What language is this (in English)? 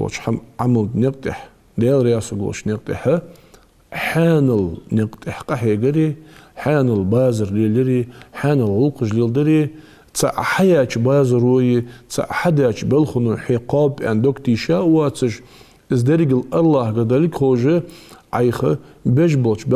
Ingush